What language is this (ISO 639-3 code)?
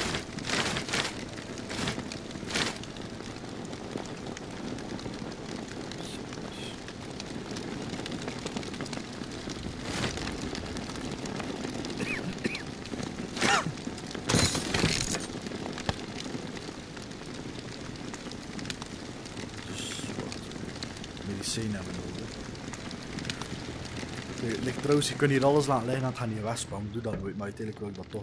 nld